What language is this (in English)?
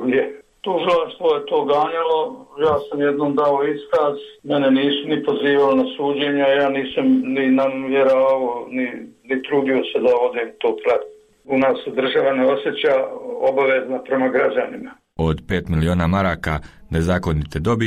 Bosnian